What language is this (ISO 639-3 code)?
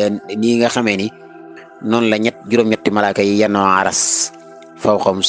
wol